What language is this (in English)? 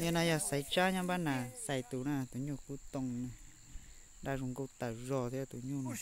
Hmong